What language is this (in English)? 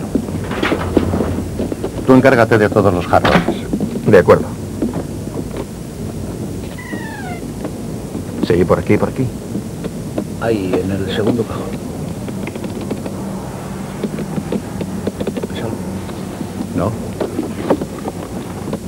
Spanish